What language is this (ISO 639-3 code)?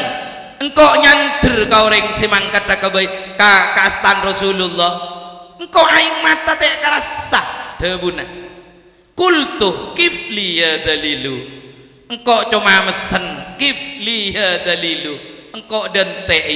mad